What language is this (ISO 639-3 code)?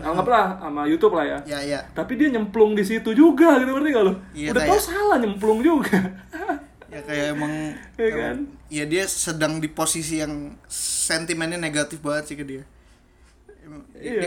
ind